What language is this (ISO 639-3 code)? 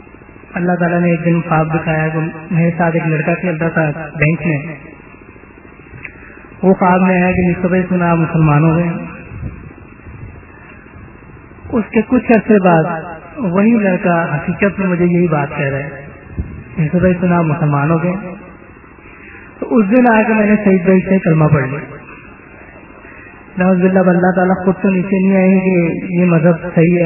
urd